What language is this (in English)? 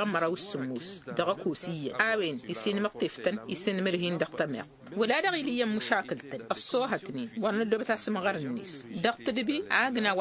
Tamasheq